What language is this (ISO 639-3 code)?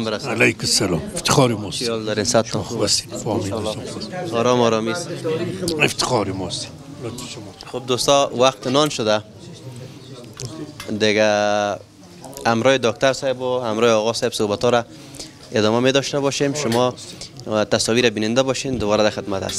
fas